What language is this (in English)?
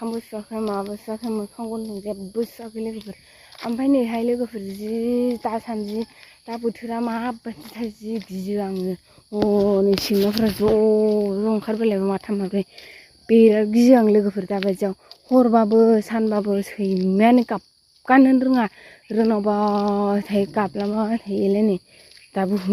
Bodo